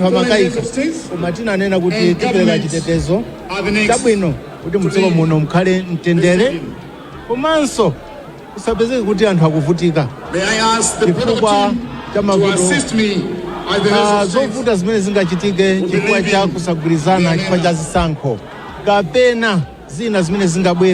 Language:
Nyanja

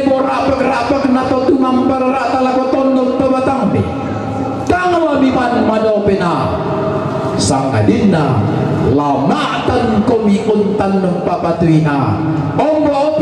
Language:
Toraja-Sa'dan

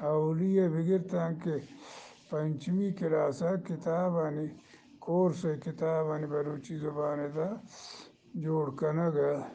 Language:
Eastern Balochi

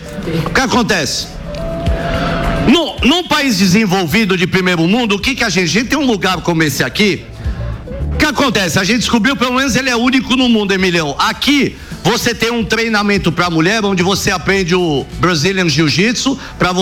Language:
Portuguese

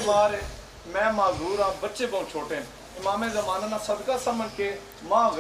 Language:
Pahari-Potwari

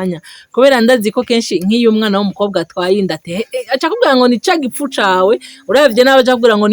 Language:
Rundi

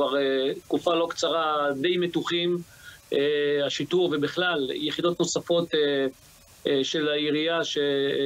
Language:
Hebrew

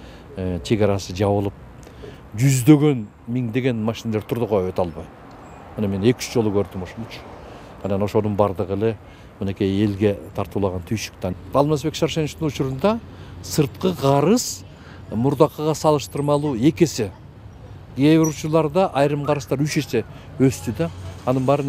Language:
Kyrgyz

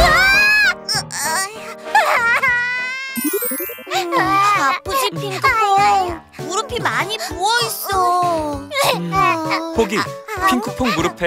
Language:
Korean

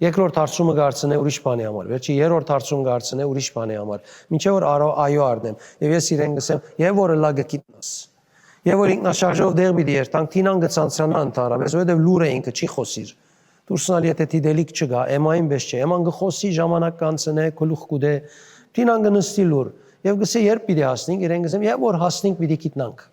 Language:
Western Armenian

